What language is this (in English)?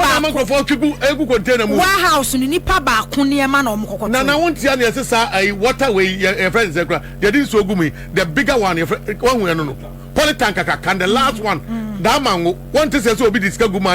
Akan